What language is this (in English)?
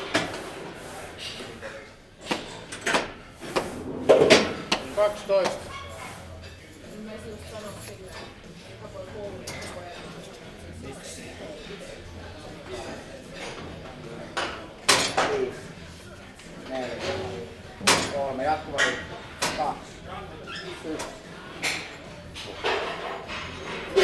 Finnish